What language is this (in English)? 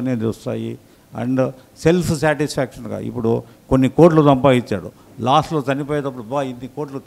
Telugu